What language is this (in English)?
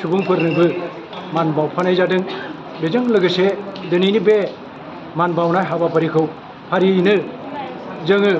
Bodo